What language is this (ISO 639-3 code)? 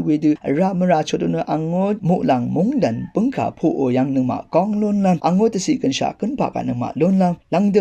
raw